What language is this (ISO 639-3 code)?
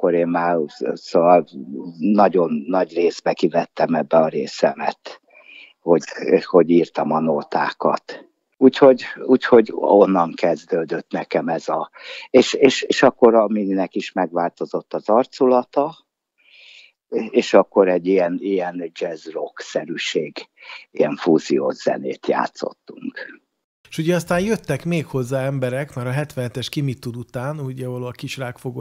hun